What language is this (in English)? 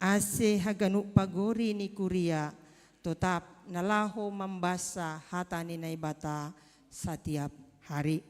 Batak Simalungun